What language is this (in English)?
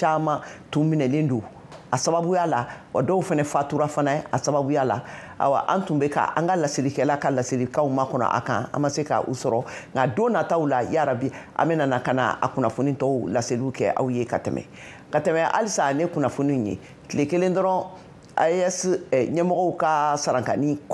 Bambara